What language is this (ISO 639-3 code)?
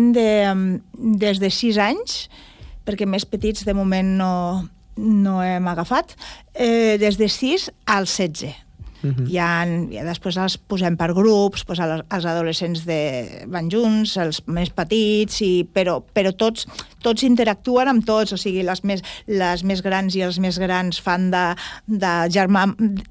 cat